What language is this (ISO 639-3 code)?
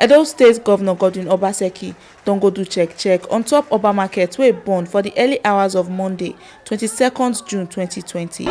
pcm